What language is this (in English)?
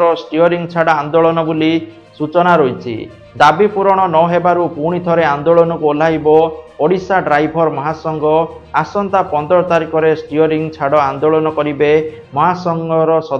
Odia